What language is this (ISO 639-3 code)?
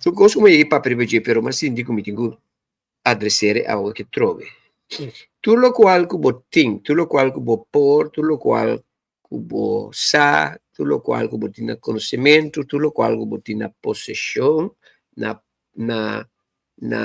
pap